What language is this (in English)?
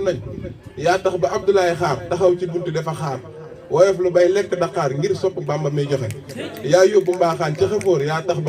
Wolof